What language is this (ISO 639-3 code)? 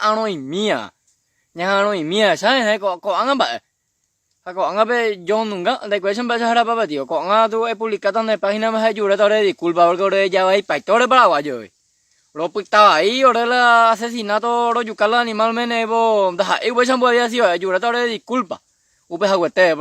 grn